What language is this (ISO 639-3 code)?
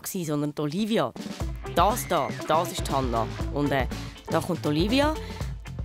gsw